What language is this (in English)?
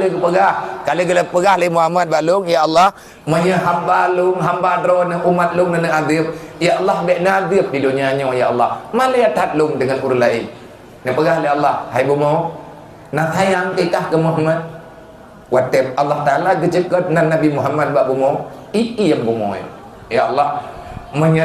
Achinese